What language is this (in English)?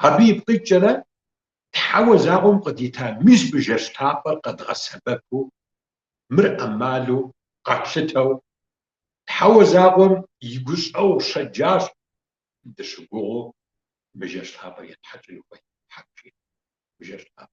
Kabardian